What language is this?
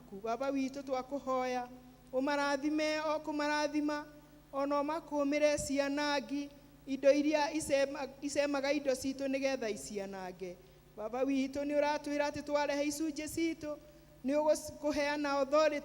Kikuyu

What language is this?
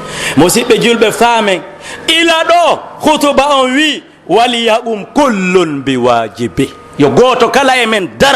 Pular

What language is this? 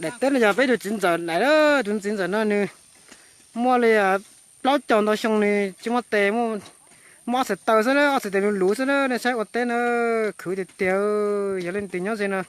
Hmong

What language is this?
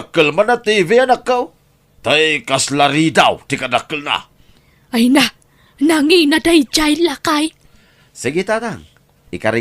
Iloko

